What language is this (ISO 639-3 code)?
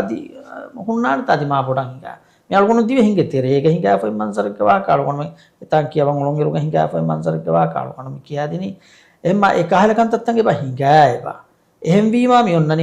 div